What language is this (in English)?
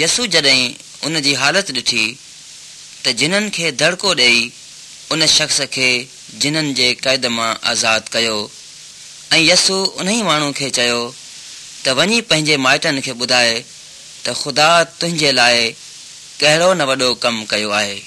Sindhi